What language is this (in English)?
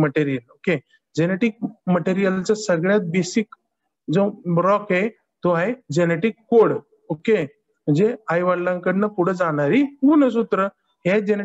Marathi